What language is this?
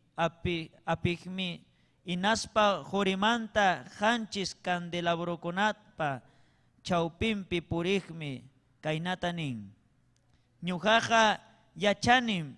Ayacucho Quechua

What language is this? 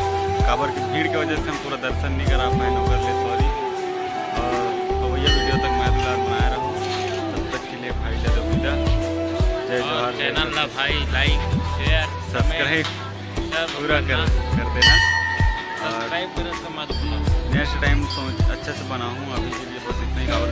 Chhattisgarhi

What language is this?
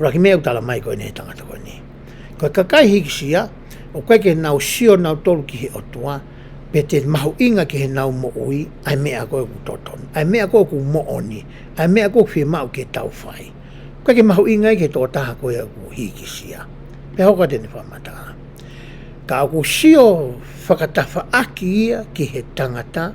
Tongan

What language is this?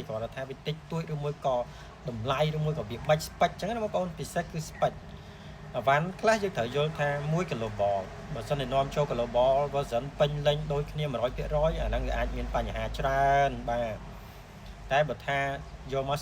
Khmer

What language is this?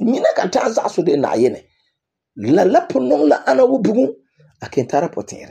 Frafra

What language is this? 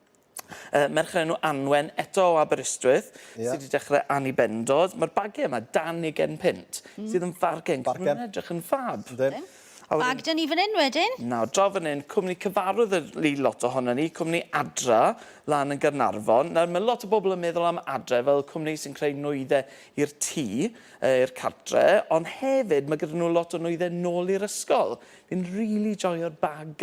Welsh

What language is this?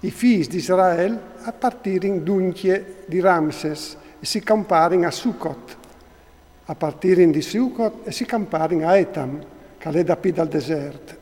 Friulian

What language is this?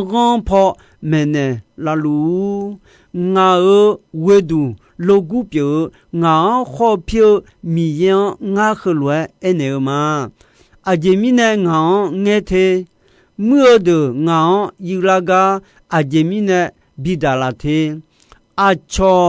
Akha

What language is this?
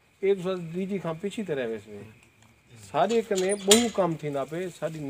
Saraiki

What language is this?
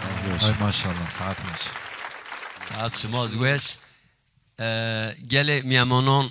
Zaza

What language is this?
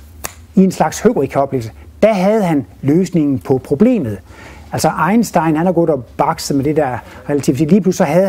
Danish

